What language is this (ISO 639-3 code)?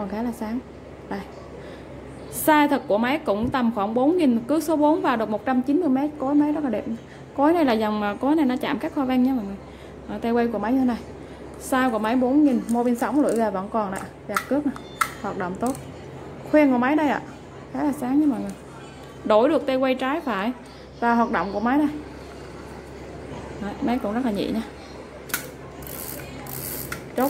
vie